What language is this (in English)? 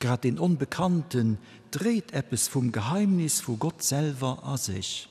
Luxembourgish